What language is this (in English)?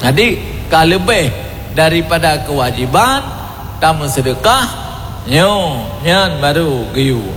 Achinese